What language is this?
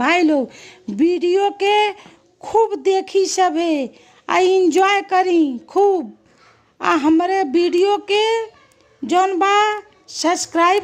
Bhojpuri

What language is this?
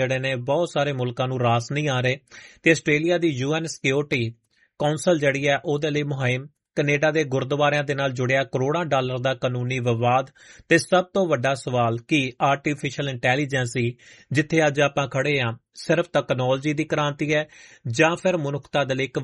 Punjabi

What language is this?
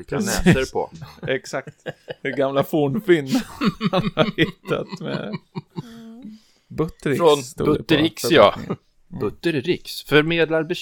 Swedish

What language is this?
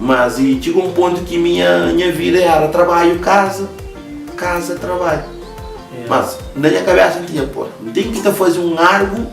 Kabuverdianu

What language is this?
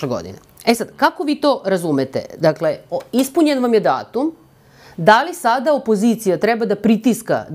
Serbian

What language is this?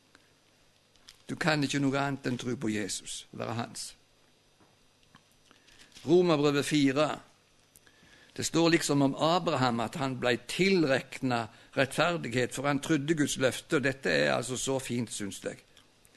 Norwegian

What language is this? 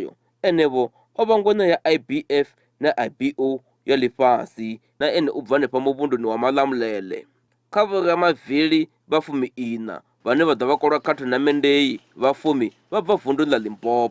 Venda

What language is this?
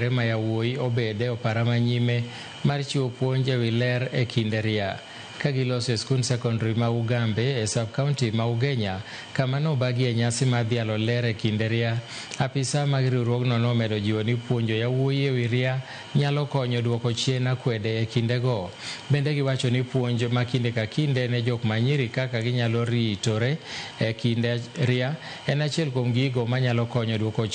Luo (Kenya and Tanzania)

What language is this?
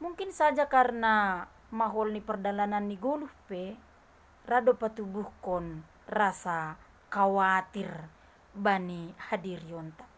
Batak Simalungun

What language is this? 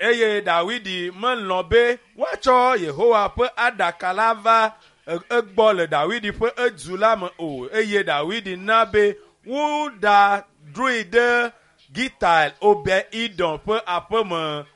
Ewe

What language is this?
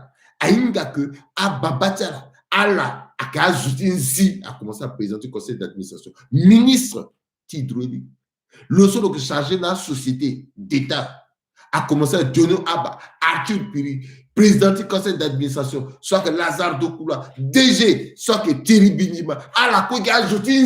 Sango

